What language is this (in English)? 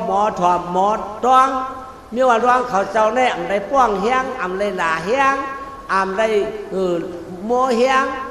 Shan